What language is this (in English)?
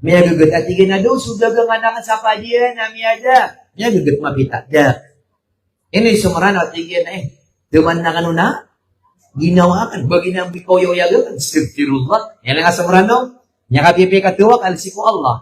Maranao